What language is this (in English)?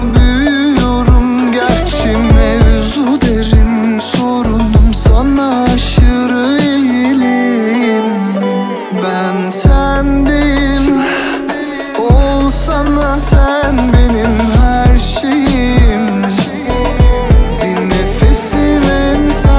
Turkish